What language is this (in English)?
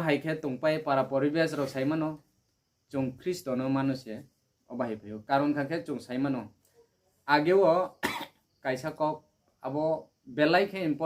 Kok Borok